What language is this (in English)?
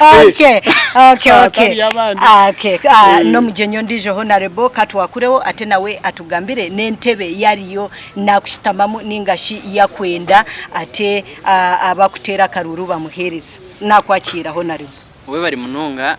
Nyankole